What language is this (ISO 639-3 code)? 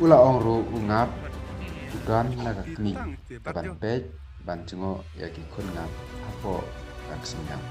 kha